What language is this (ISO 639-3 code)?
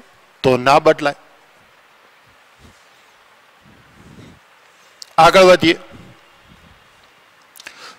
guj